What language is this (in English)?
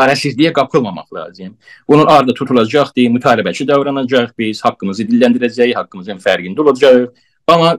South Azerbaijani